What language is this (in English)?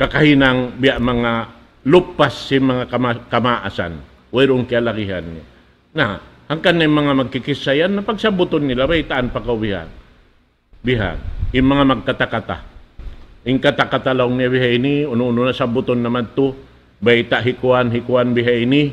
Tausug